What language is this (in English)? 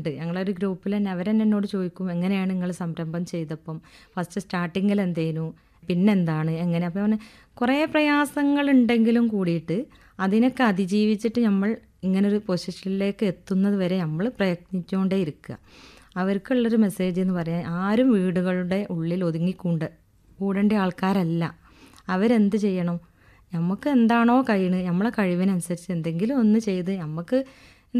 Malayalam